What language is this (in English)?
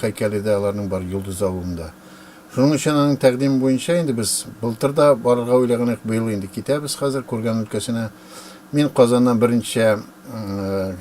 Tatar